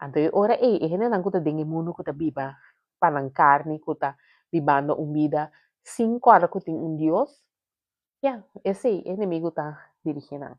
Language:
Papiamento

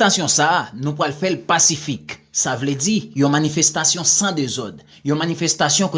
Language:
Haitian Creole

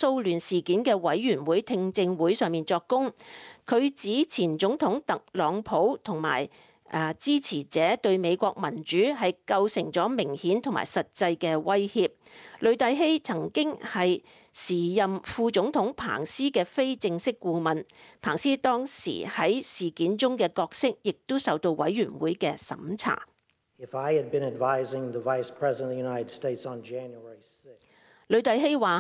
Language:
Cantonese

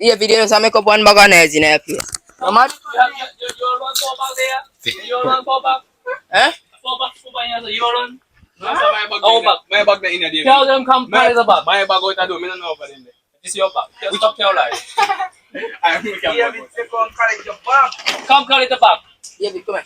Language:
Jamaican Creole English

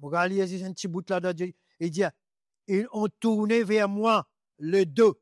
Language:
Morisyen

